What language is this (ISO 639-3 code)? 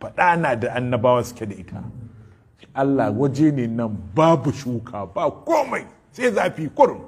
hau